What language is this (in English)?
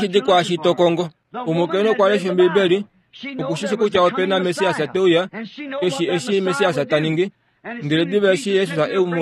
Kuanyama